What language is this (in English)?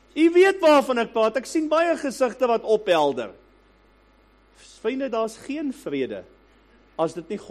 Afrikaans